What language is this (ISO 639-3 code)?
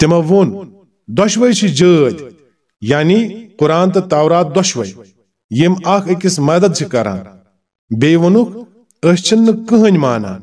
kas